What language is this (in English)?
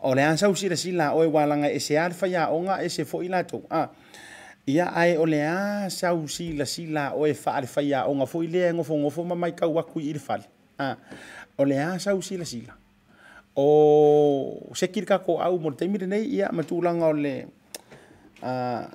Samoan